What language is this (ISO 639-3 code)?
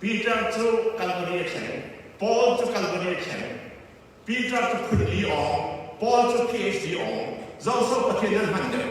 cfm